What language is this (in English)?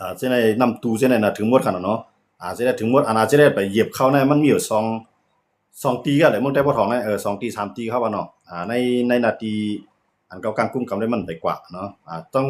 Shan